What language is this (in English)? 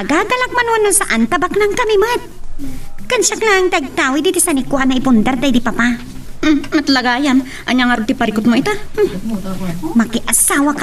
Iloko